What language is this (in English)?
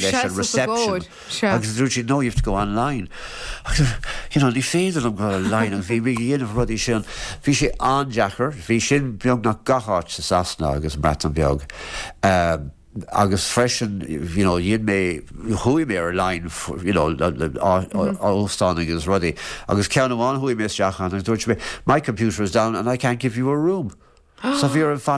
Irish